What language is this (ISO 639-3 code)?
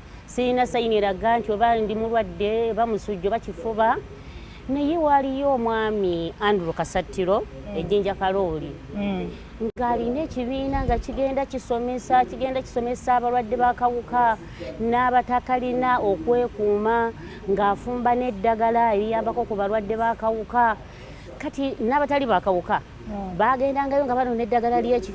lug